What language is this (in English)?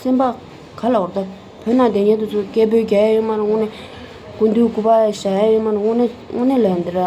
Tibetan